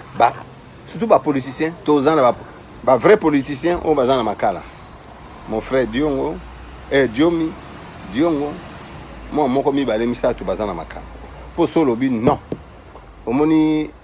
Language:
Lingala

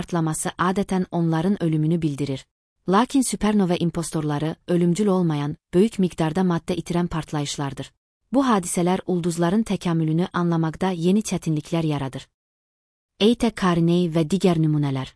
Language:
Azerbaijani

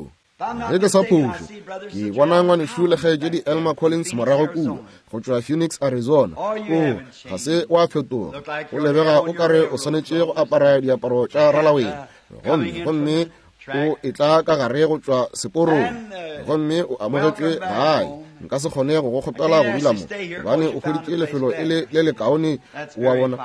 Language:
Northern Sotho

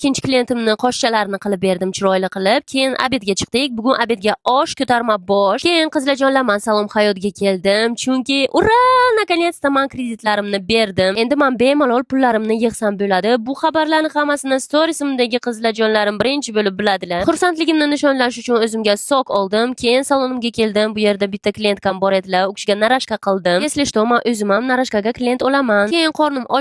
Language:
Uzbek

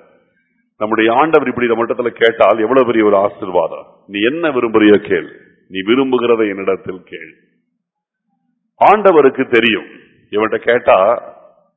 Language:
Tamil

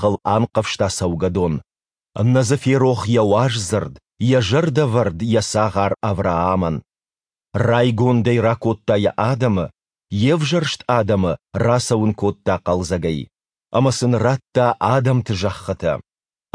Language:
Ossetic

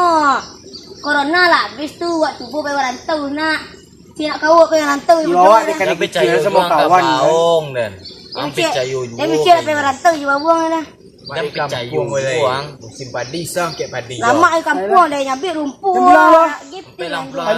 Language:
Minangkabau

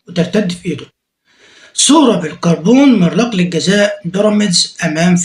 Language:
Egyptian Arabic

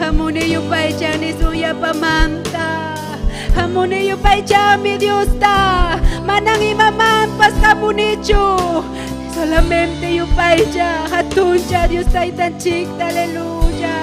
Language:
Ayacucho Quechua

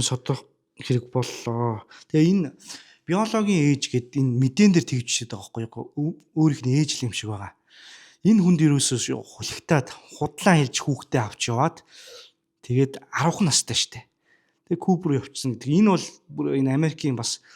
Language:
Mongolian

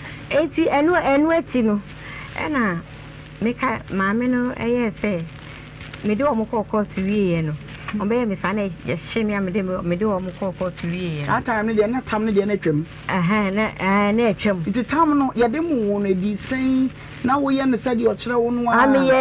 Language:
Akan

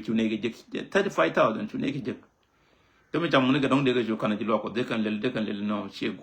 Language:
Nuer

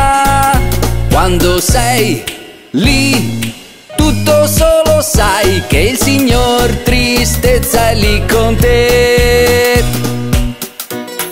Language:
Italian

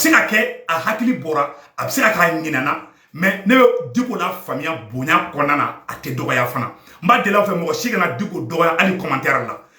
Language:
Bambara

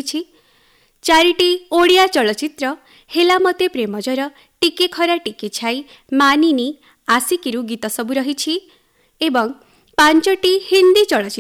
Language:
Odia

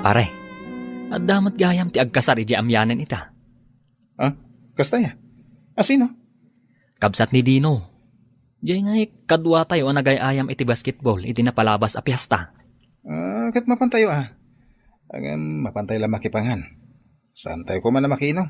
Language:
Iloko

